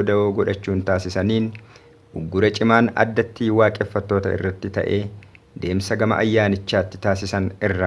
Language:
Oromo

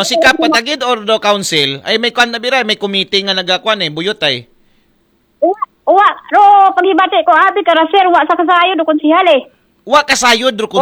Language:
Aklanon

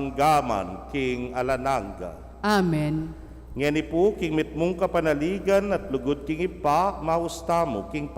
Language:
Pampanga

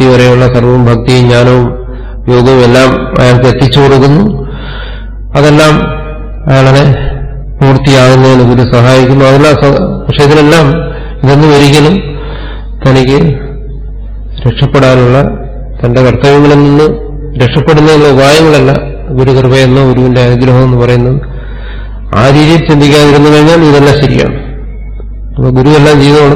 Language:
Malayalam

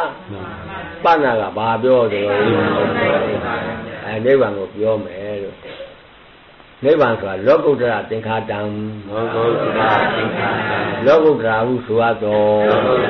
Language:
Burmese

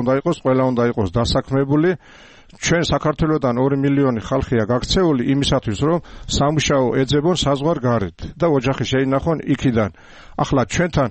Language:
Georgian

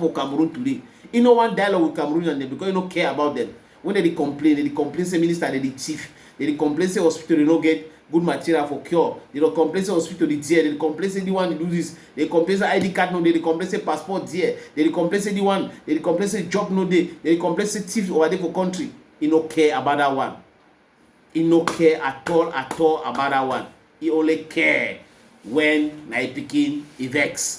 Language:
Cameroon Pidgin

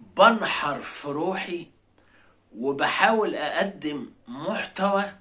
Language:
Egyptian Arabic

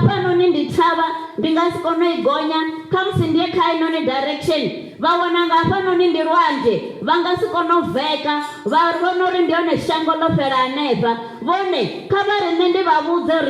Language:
Venda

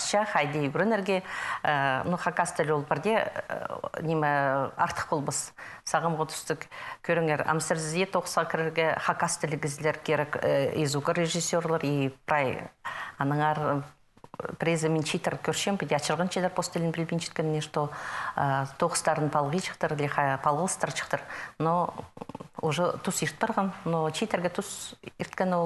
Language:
Khakas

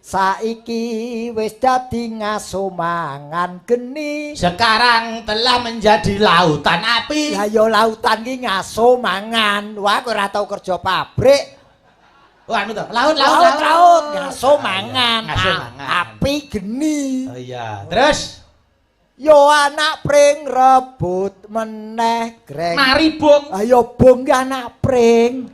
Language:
Javanese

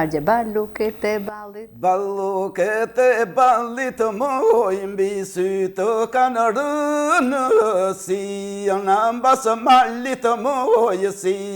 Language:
Albanian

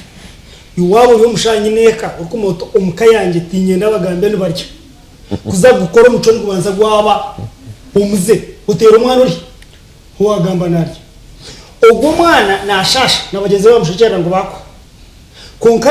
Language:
Nyankole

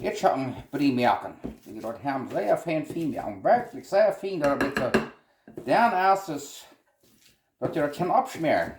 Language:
Plautdietsch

